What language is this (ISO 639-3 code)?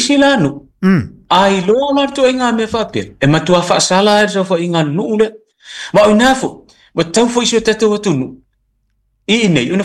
smo